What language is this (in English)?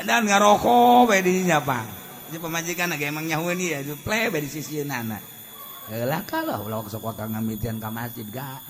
Sundanese